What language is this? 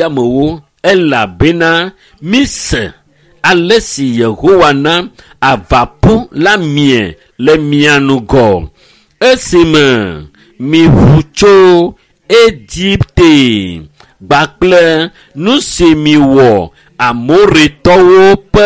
Ewe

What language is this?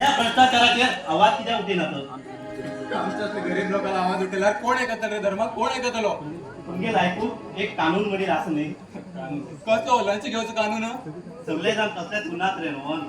Konkani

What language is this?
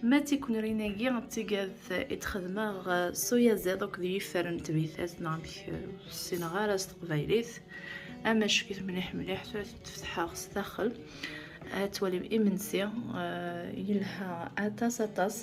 Kabyle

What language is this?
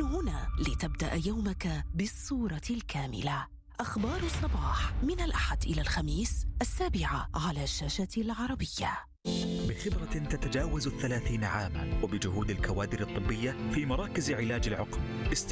Arabic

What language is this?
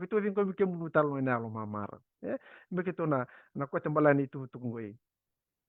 Fijian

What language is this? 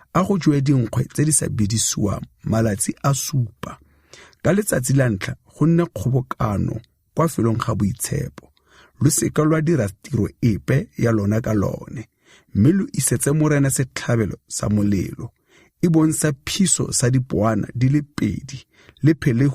Tswana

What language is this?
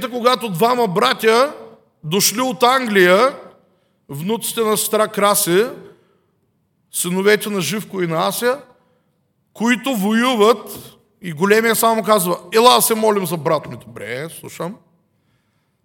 Bulgarian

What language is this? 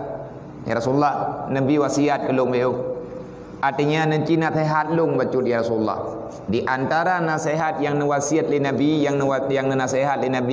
Achinese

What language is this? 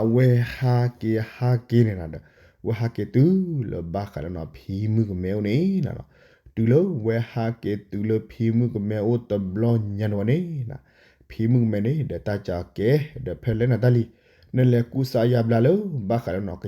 S'gaw Karen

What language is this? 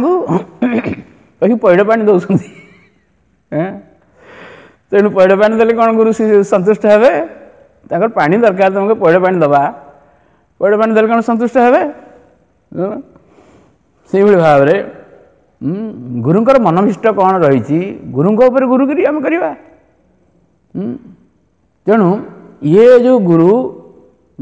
Odia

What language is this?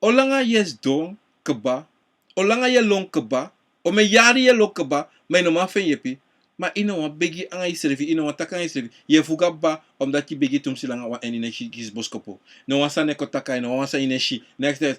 Sranan Tongo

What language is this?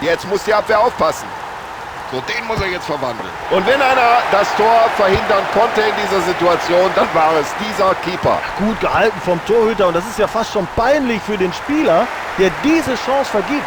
Bavarian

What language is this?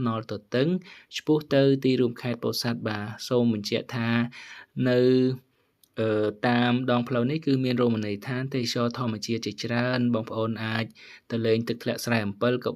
Khmer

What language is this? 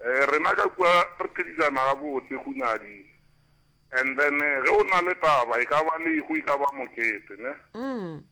Northern Sotho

